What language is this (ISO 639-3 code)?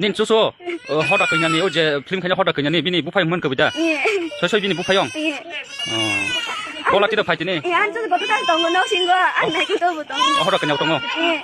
trp